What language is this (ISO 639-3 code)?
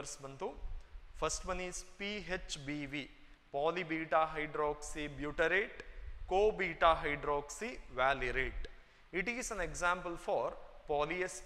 kan